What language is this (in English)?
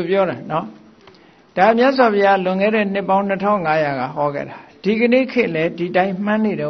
Burmese